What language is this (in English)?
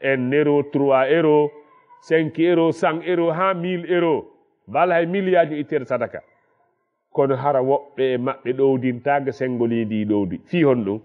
Fula